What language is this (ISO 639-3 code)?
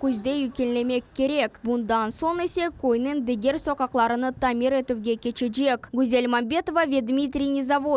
crh